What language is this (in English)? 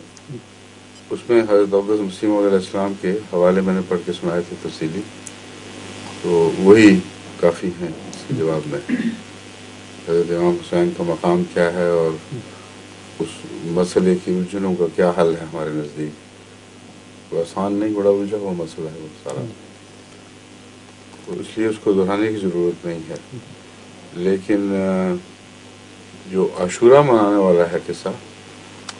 Urdu